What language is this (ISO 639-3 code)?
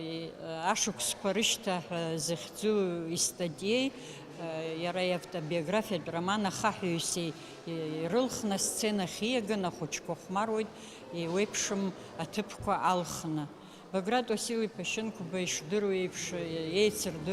abk